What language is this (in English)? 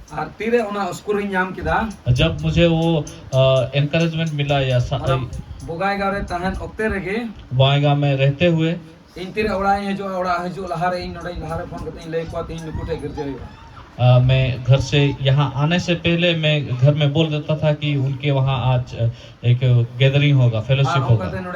Santali